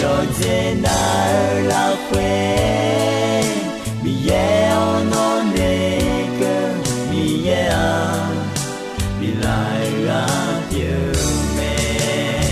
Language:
Akha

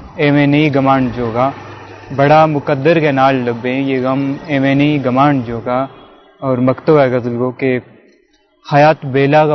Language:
Gujari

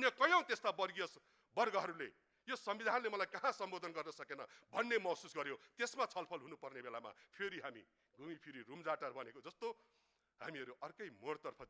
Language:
Nepali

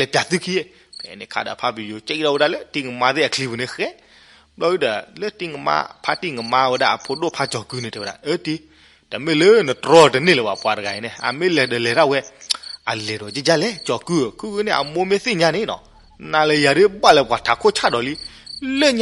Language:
S'gaw Karen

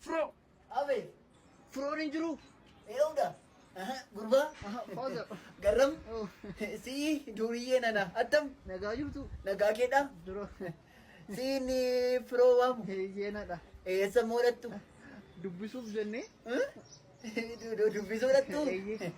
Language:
Oromo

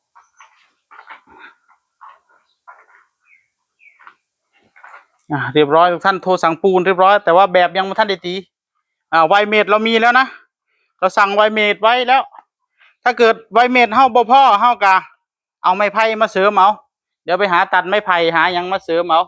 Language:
Northeastern Thai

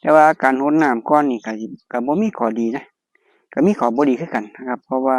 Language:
Northeastern Thai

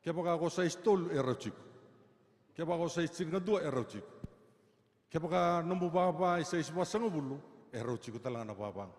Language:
Fijian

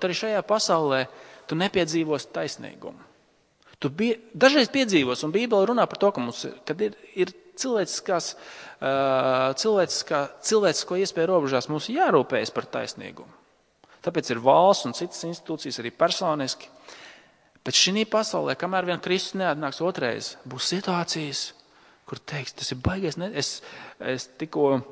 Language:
Latvian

